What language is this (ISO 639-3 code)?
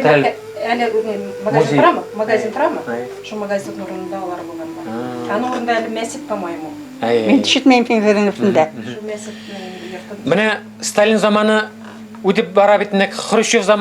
bak